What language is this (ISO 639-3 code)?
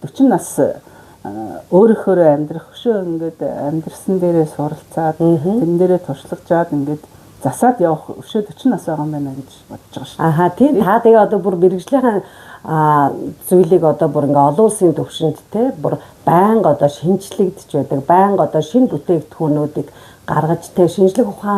mon